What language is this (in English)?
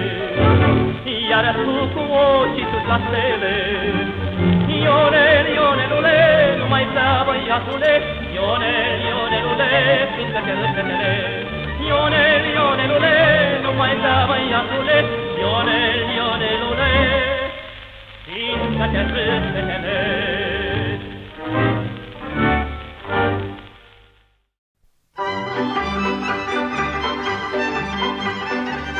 Romanian